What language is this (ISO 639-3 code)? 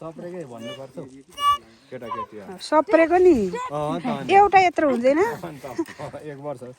nep